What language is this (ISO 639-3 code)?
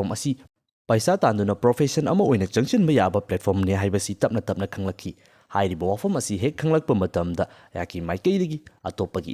mni